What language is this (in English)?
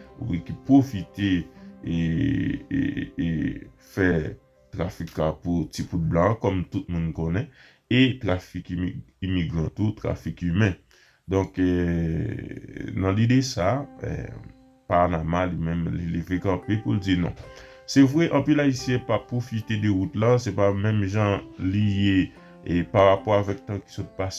Haitian Creole